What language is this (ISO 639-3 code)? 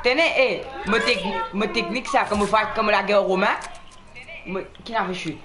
mfe